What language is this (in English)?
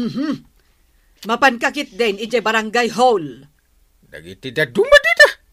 Iloko